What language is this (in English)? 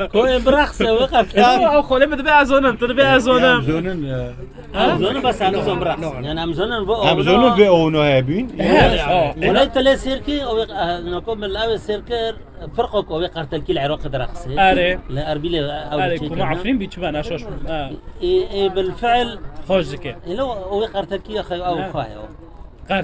Kurdish